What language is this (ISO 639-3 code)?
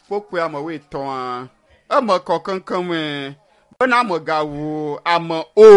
ewe